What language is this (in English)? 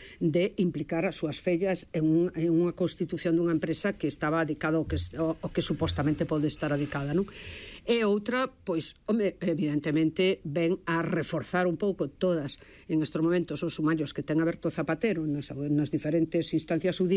Galician